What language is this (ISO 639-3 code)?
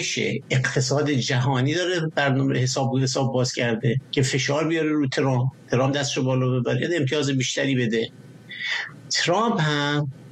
fas